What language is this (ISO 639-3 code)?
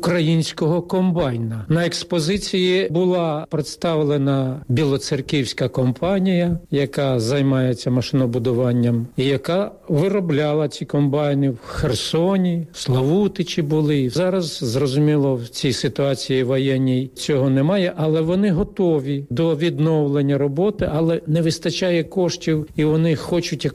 ukr